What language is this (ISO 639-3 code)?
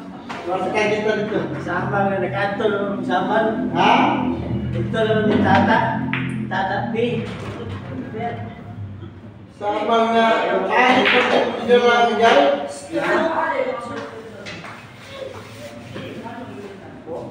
fil